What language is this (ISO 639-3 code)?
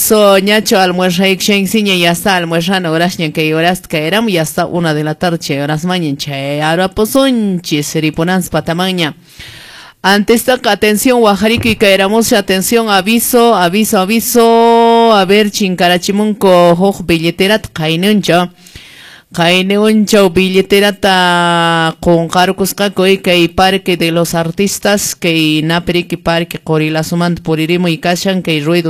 que